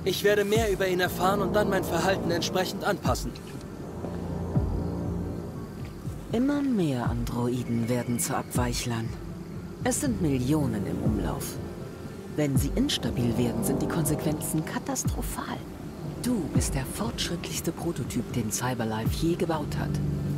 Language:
German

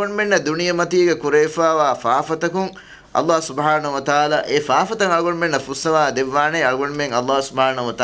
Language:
Divehi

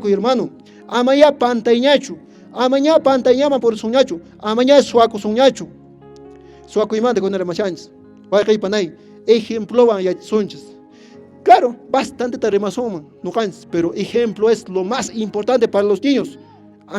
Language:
Quechua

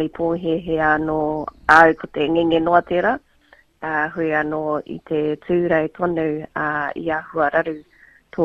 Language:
Māori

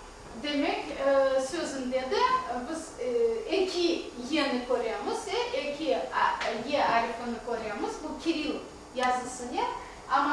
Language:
Crimean Tatar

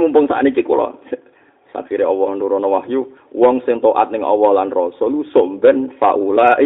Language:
Javanese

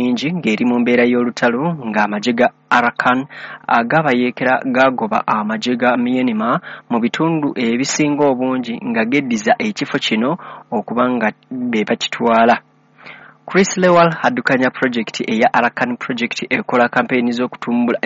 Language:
Ganda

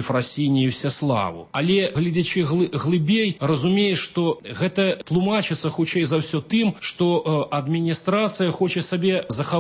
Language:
Belarusian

